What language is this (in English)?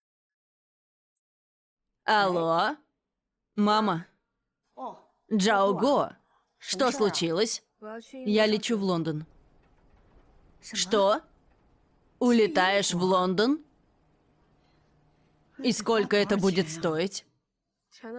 Russian